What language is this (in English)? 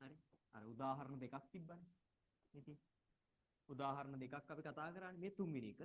Sinhala